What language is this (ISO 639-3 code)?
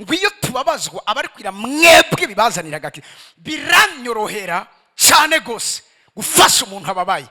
run